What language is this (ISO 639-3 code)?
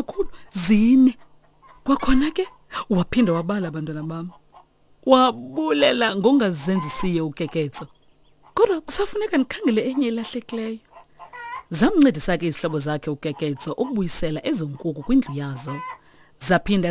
xho